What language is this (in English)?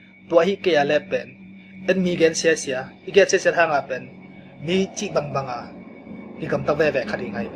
Tedim Chin